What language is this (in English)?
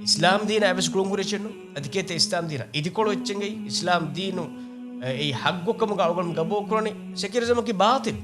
Divehi